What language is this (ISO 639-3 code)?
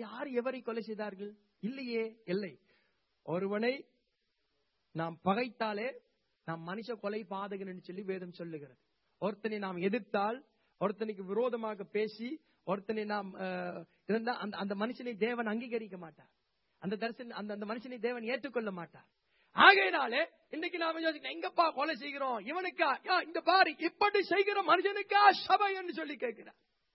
tam